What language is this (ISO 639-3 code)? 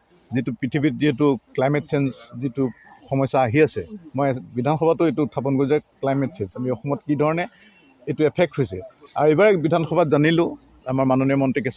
asm